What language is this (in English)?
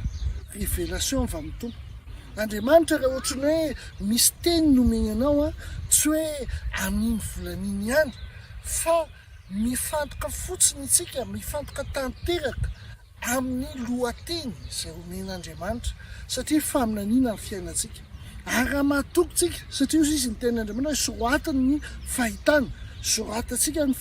Malagasy